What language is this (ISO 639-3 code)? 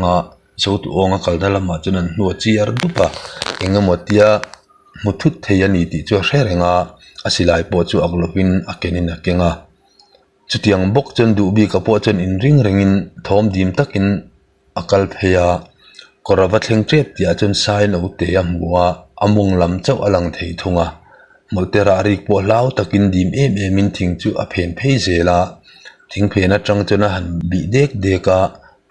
lus